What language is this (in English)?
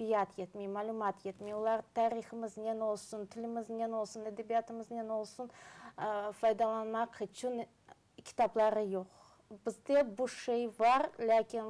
Crimean Tatar